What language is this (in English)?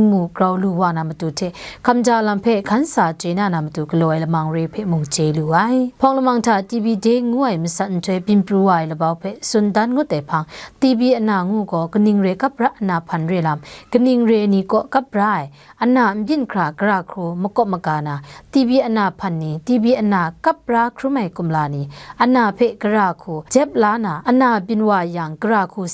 Kachin